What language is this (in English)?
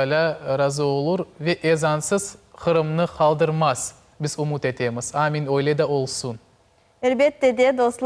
Crimean Tatar